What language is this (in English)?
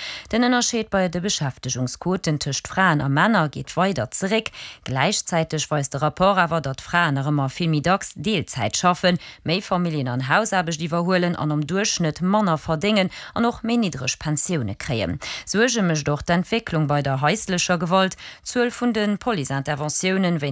Luxembourgish